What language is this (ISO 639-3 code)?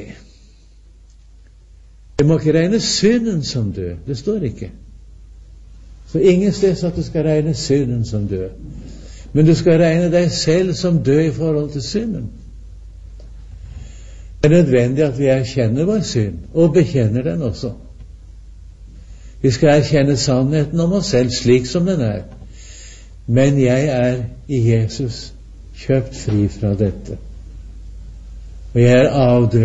nor